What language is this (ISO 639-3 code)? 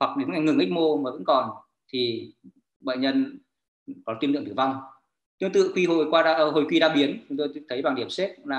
vie